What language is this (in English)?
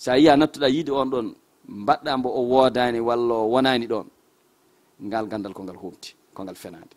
Fula